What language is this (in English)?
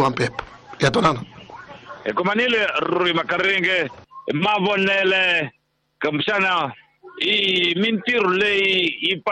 Tsonga